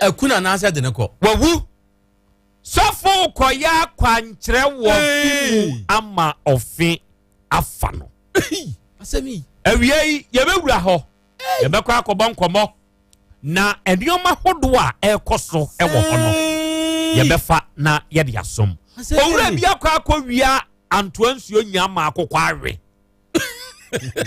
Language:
Akan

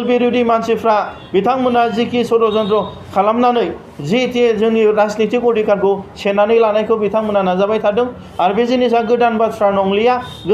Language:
Bodo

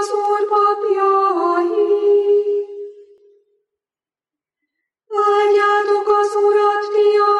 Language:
Hungarian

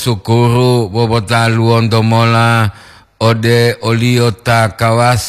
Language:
Gorontalo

